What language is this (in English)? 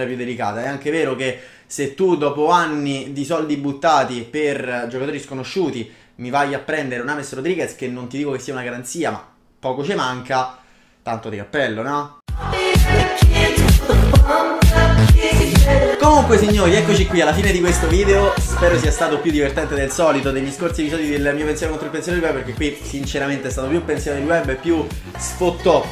Italian